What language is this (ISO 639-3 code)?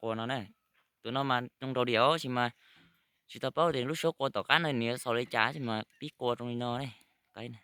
hmn